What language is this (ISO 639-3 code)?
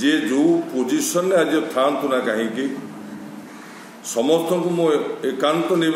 ori